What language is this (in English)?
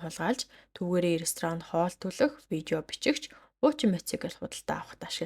Mongolian